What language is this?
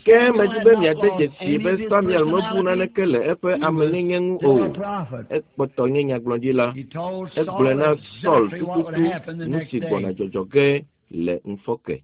Ewe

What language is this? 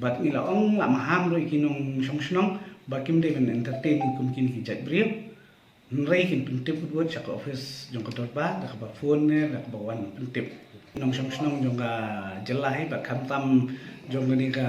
Khasi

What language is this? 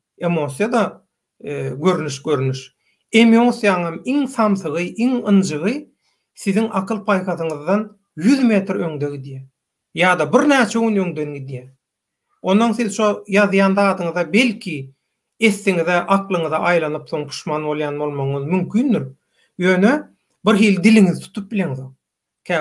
Turkmen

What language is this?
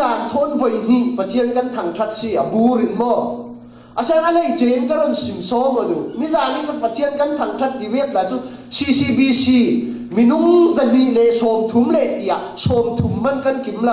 Falam Chin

